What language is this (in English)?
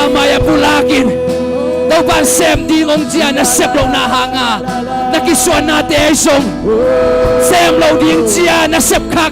Tedim Chin